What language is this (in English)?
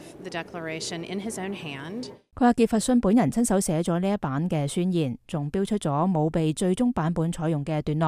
Cantonese